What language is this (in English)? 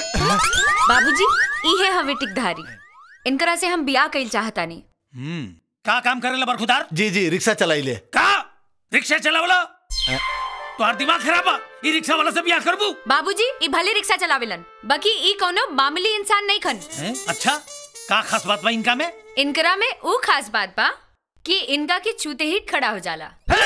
Bhojpuri